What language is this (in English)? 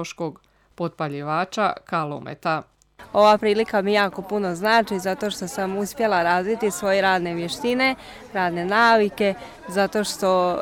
Croatian